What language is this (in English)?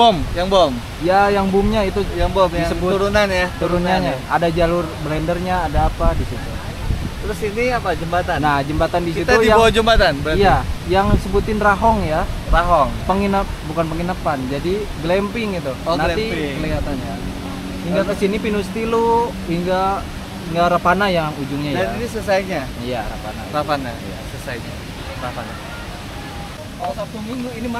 Indonesian